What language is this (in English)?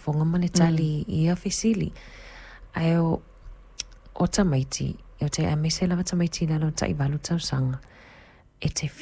Samoan